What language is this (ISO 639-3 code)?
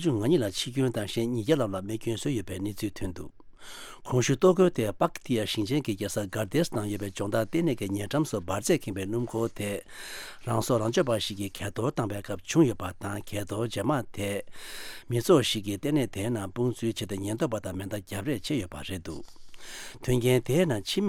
bod